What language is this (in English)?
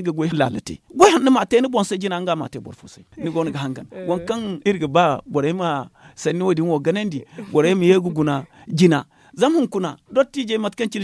Zarma